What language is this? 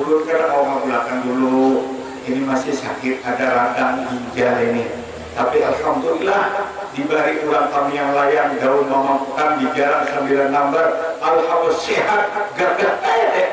Banjar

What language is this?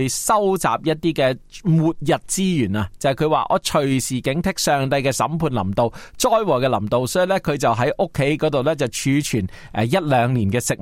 Cantonese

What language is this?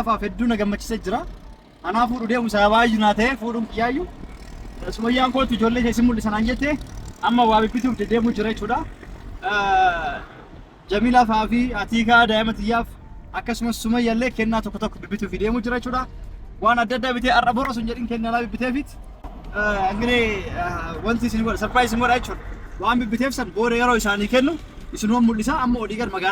Oromo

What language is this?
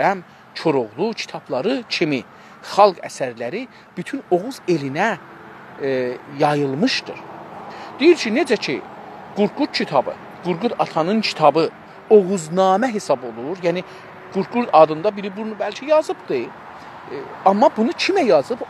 South Azerbaijani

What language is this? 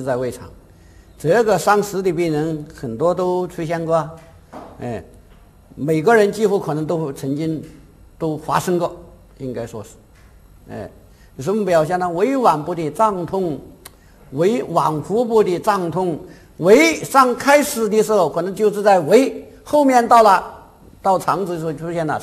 Chinese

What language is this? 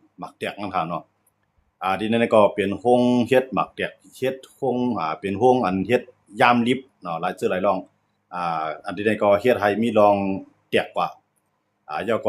Shan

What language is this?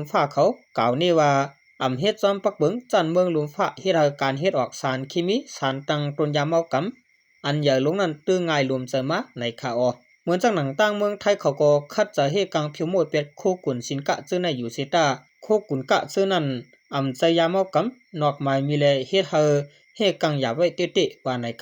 Shan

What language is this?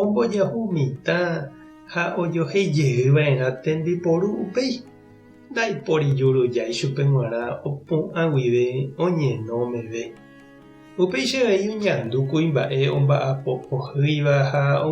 Guarani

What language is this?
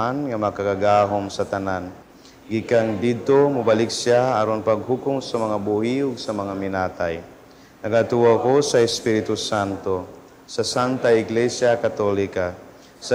Cebuano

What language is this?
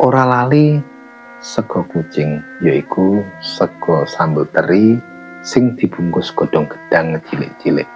Javanese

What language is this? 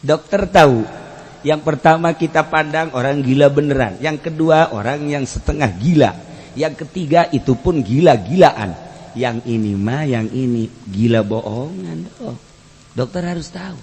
Sundanese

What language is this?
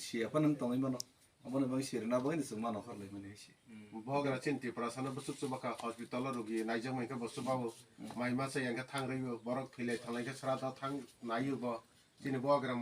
Kok Borok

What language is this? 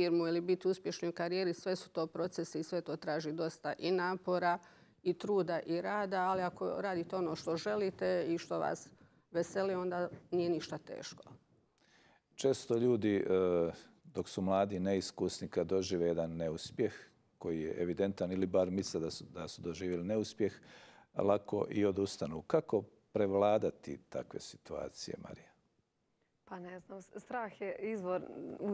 Croatian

